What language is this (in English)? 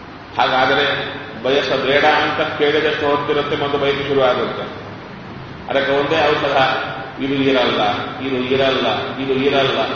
Kannada